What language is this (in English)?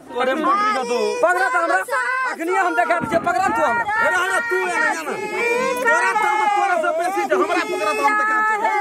Maithili